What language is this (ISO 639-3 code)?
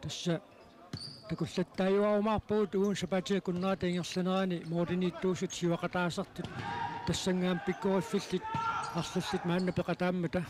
kal